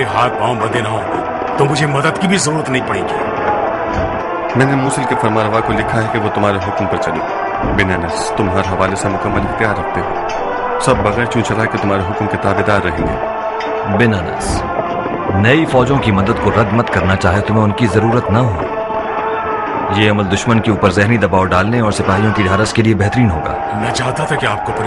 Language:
Urdu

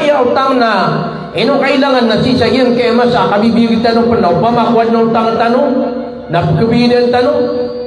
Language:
Maranao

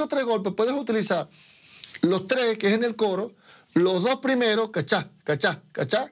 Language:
Spanish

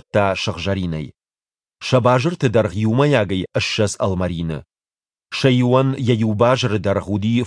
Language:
Ossetic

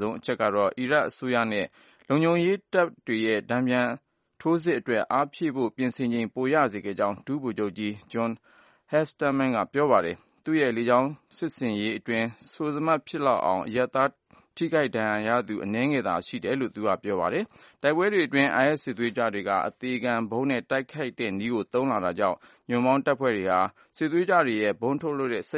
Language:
Burmese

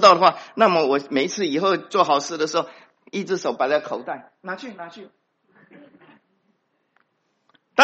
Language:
Chinese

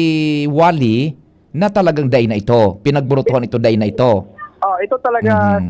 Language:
Bikol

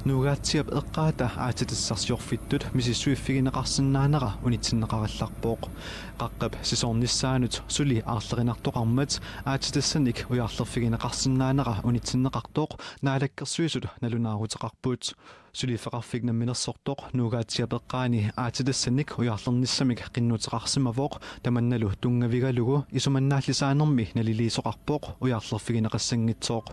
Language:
Kalaallisut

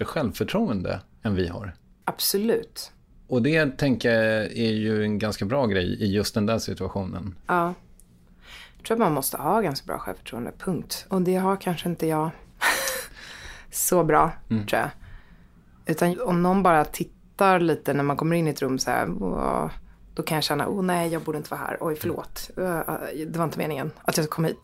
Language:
Swedish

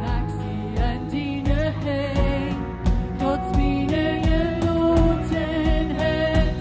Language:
Plautdietsch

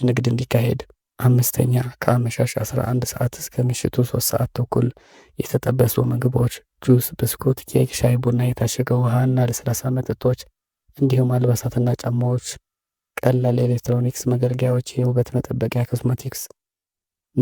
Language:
Amharic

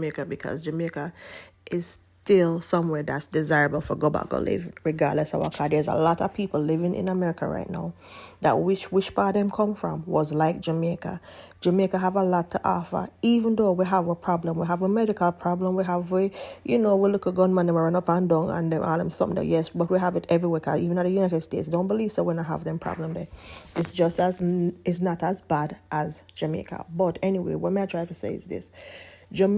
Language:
Jamaican Creole English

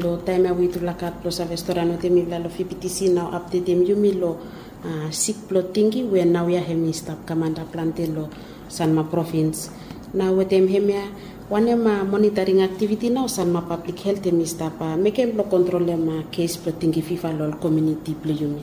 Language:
Bislama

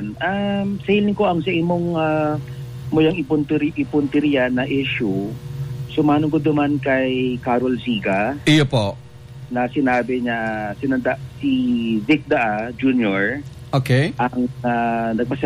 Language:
Bikol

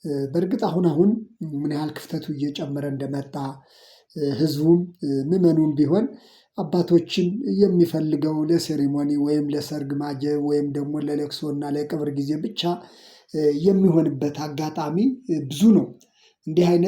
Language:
Amharic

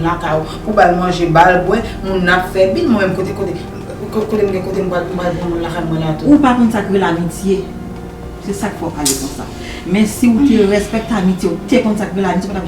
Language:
Haitian Creole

